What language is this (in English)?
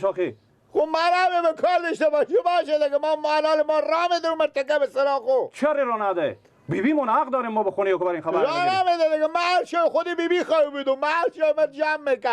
Persian